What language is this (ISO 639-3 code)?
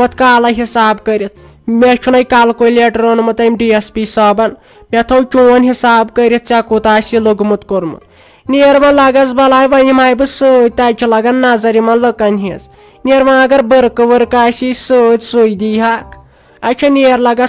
kas